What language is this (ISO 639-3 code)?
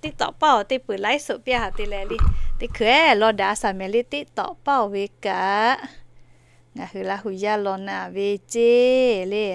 lhu